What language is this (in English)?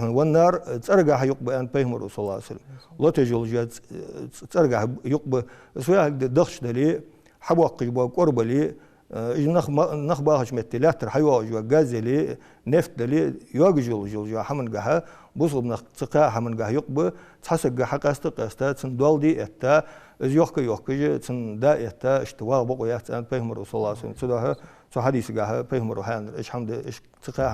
Ingush